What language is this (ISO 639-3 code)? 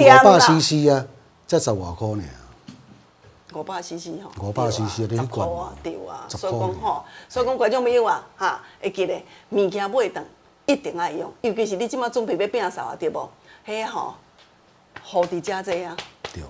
nan